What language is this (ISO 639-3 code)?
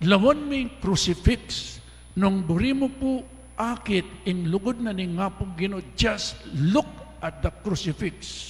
pam